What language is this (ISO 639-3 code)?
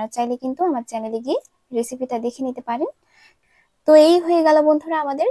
ben